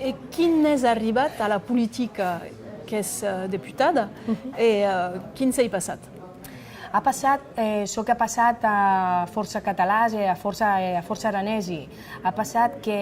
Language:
Occitan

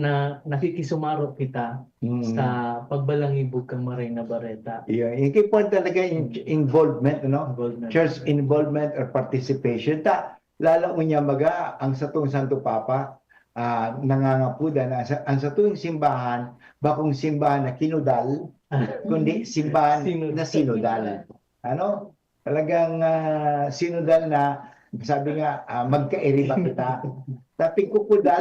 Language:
Bikol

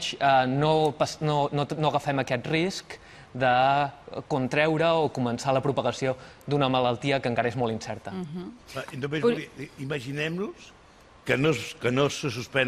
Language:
Catalan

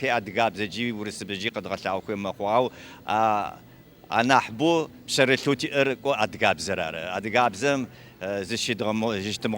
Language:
Adyghe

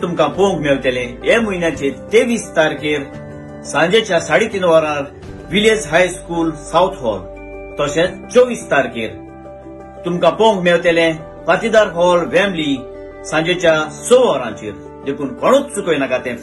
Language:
Konkani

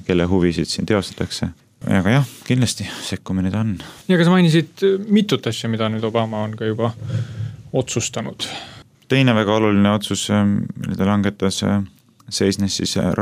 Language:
Estonian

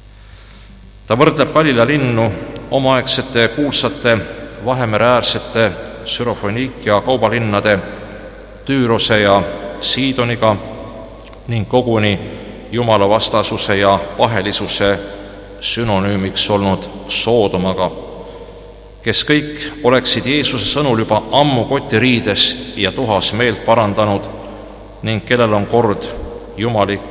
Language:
Estonian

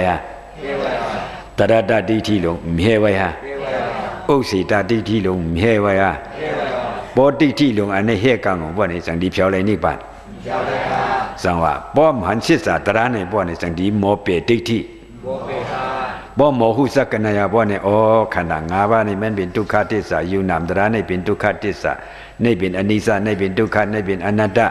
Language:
Shan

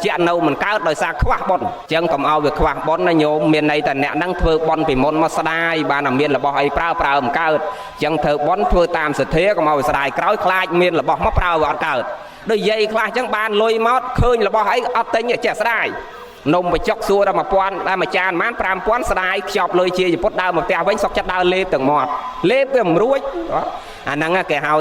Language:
Khmer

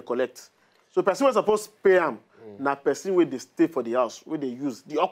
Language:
Nigerian Pidgin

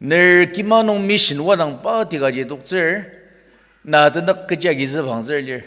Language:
Ao Naga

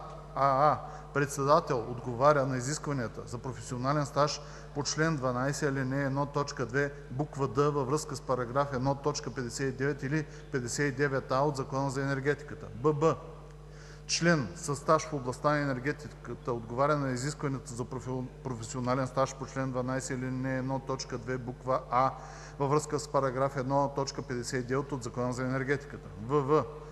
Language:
Bulgarian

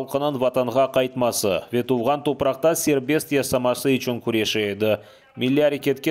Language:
Crimean Tatar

